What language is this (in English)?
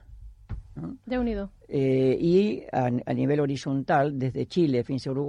Catalan